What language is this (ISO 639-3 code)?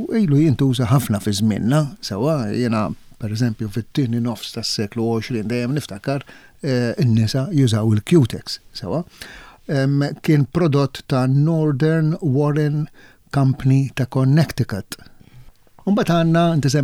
mlt